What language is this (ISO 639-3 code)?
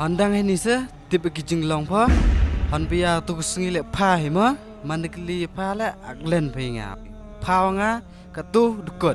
kha